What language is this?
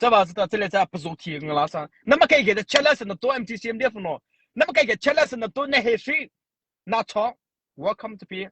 Mara Chin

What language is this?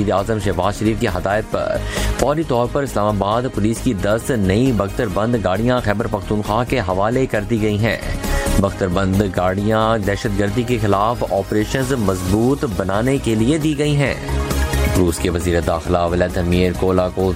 Urdu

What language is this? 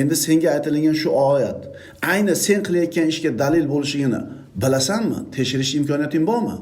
Uzbek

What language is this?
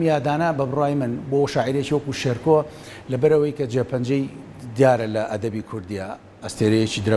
Central Kurdish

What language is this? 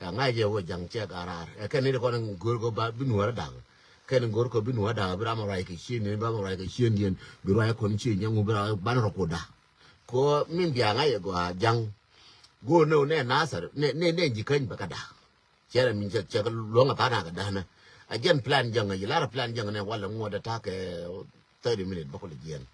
Nuer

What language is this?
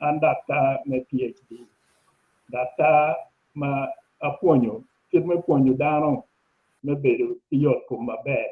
Acoli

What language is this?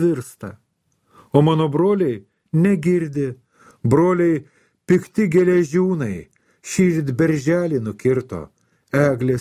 Lithuanian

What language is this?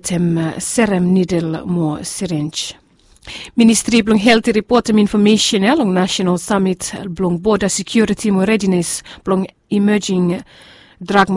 Bislama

